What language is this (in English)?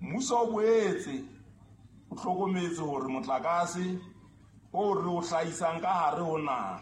Southern Sotho